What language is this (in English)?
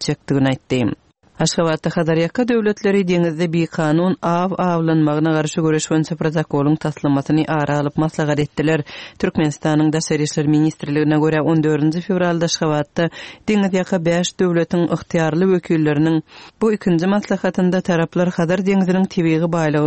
Kyrgyz